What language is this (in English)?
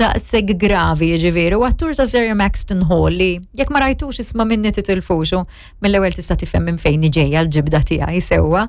Maltese